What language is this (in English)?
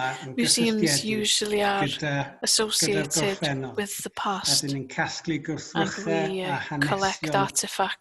Welsh